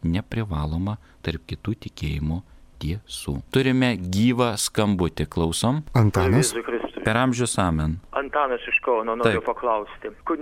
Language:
Lithuanian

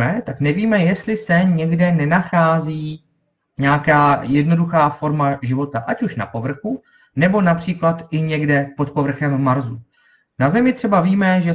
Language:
Czech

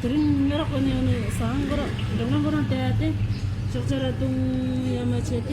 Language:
Tibetan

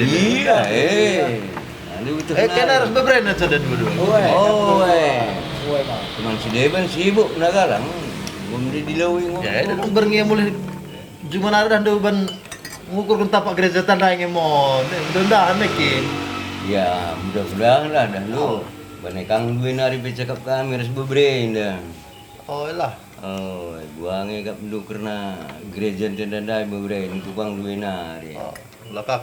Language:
Batak Karo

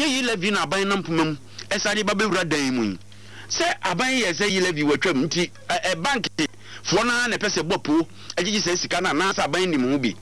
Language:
Akan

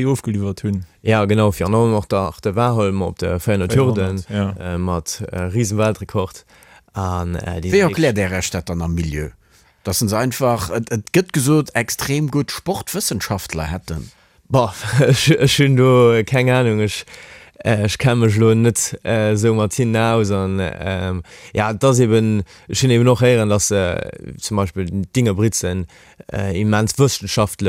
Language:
Luxembourgish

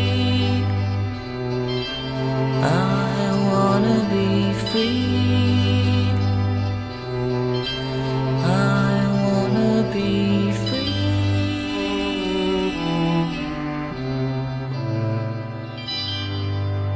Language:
Spanish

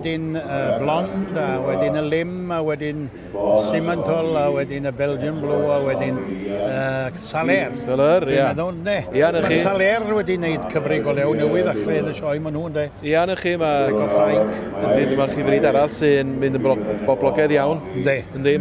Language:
Welsh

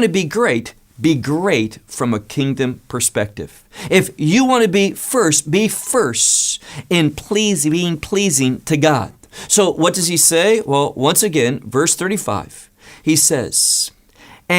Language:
English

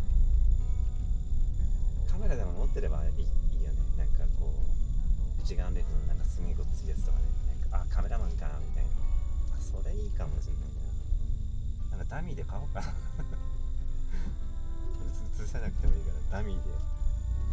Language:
Japanese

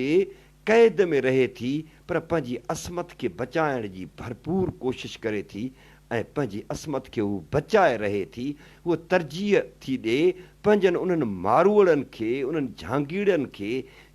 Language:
Sindhi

